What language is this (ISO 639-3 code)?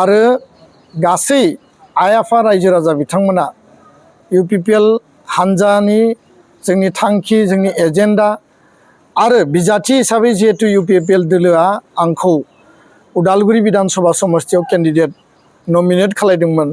brx